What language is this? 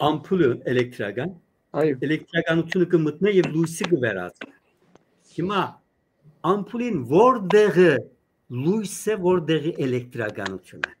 Western Armenian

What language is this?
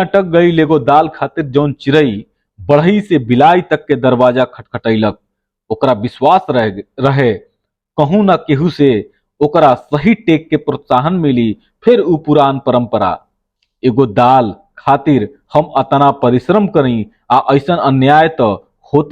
Bhojpuri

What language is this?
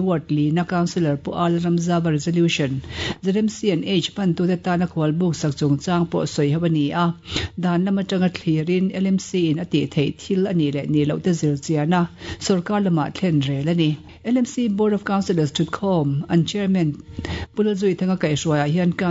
Mizo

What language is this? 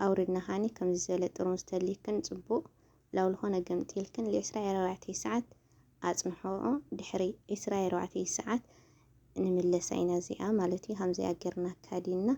Tigrinya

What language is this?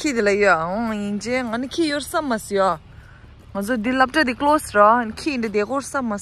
Tibetan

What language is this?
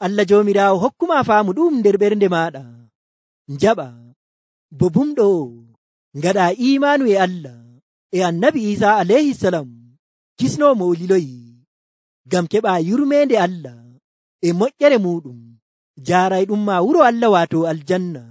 Nigerian Fulfulde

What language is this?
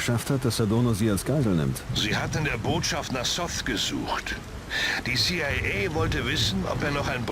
Bavarian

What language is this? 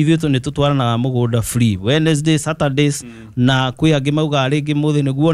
Kikuyu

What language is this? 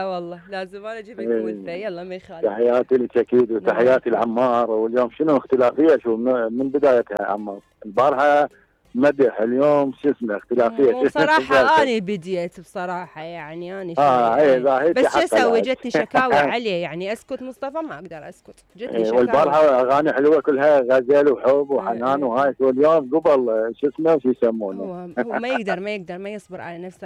Mesopotamian Arabic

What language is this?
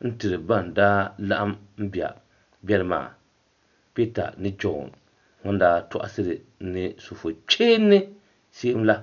Dagbani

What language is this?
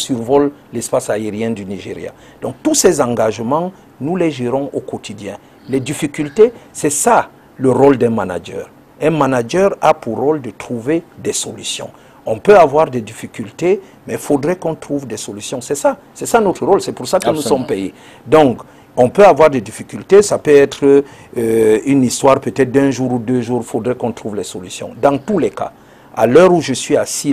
French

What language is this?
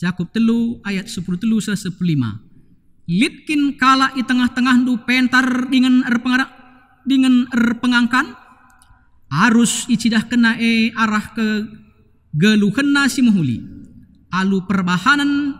Batak Karo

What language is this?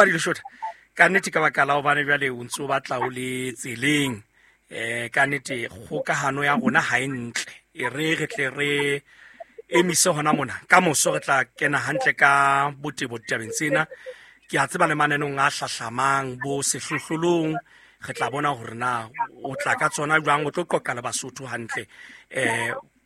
Southern Sotho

